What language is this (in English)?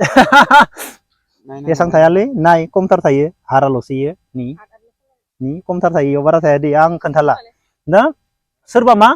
Bodo